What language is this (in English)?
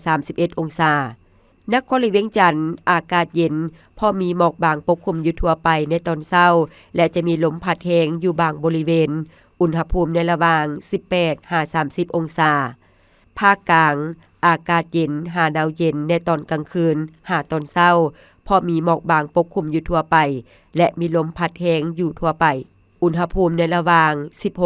Lao